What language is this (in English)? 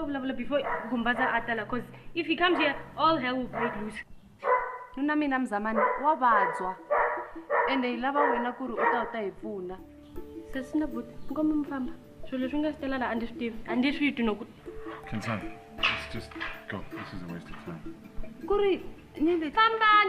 Tsonga